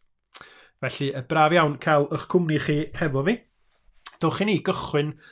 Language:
Welsh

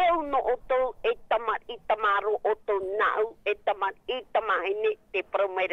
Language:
Tahitian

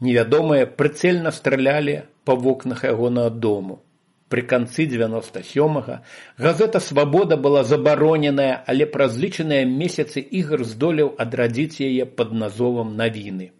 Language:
Belarusian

